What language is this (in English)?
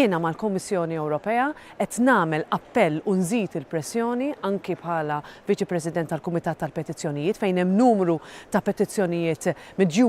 Maltese